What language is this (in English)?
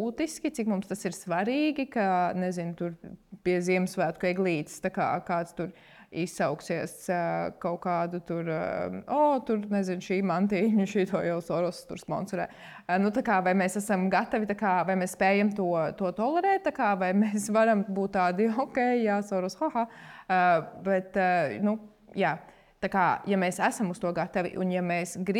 Latvian